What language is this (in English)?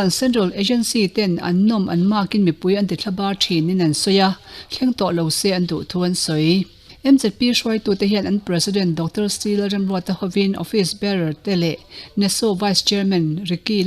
Mizo